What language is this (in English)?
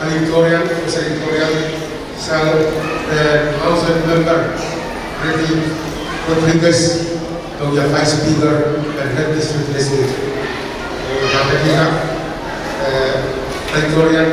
Pohnpeian